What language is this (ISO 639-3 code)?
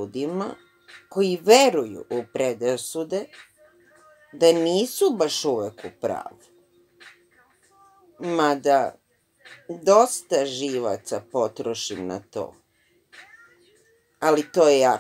srp